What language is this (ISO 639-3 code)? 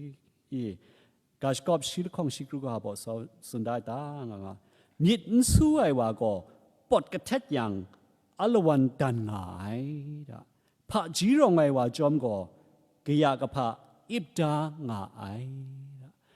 kac